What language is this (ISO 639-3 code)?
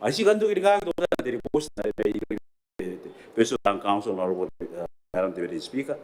gil